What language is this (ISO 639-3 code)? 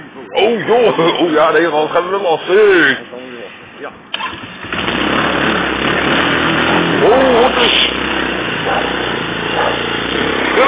nld